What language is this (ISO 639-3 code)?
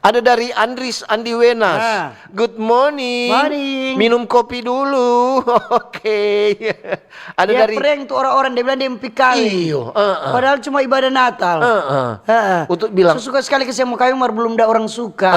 xmm